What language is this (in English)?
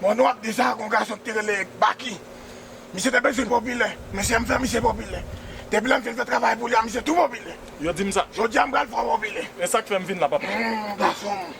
Haitian Creole